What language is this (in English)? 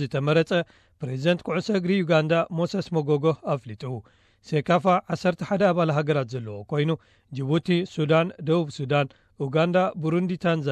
Tigrinya